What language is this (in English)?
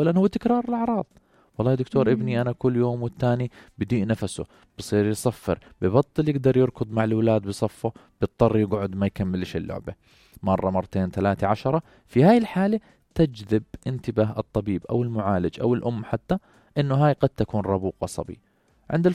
North Levantine Arabic